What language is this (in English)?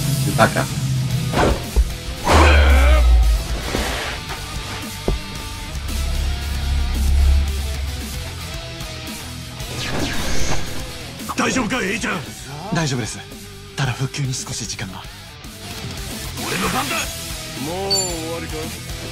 Japanese